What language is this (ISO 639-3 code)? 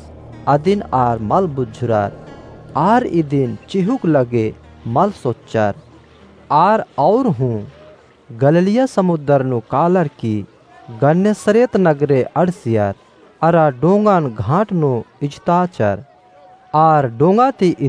kru